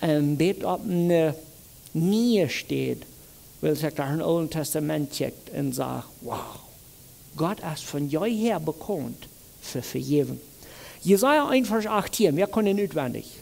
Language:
Plautdietsch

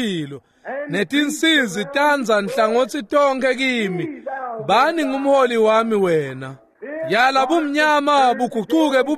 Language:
Swati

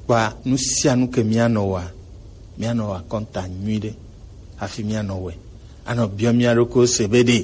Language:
Gen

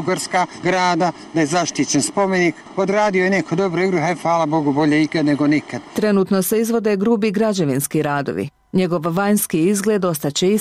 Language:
Bosnian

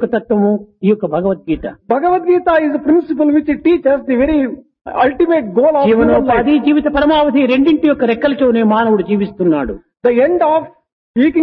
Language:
Telugu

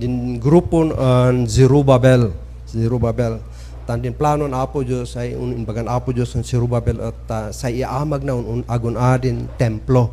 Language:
Kankanaey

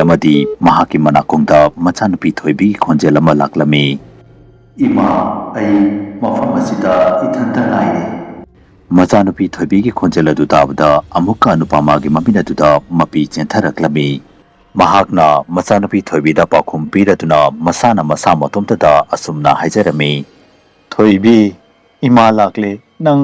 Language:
Manipuri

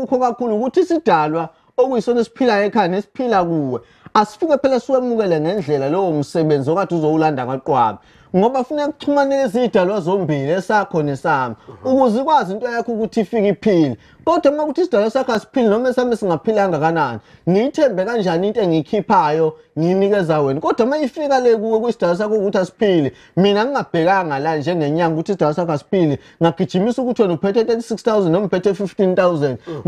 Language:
Zulu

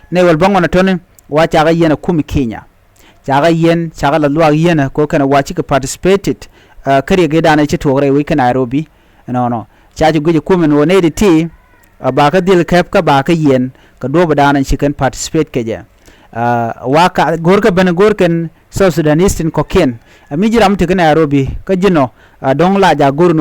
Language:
Nuer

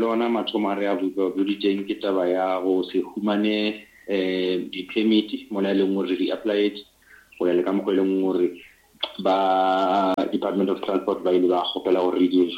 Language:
Northern Sotho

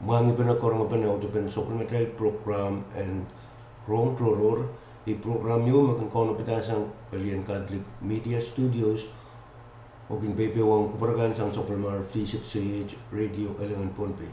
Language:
Pohnpeian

